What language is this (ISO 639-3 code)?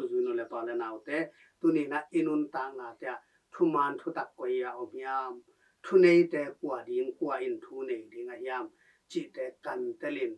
ctd